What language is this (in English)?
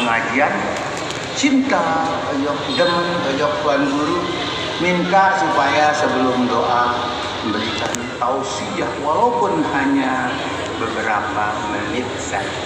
Sasak